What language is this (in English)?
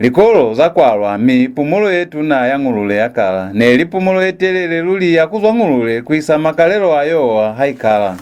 Lozi